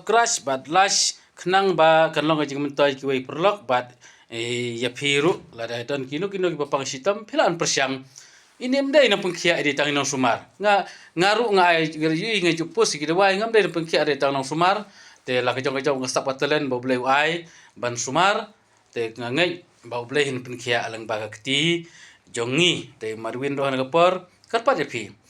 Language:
Khasi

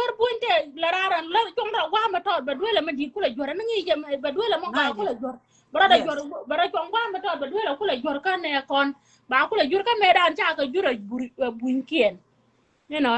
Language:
Nuer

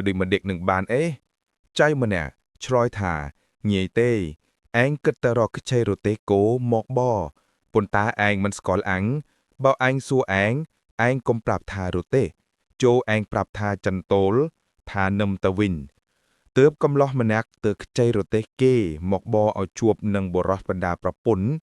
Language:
Khmer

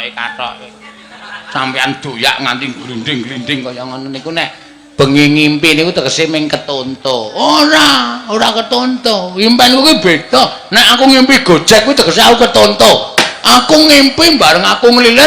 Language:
Javanese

